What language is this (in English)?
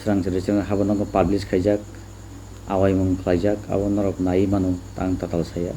Kok Borok